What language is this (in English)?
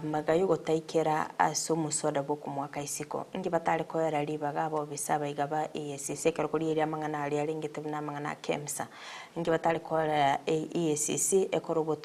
Gusii